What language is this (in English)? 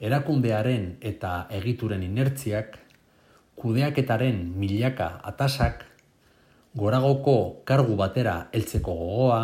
Basque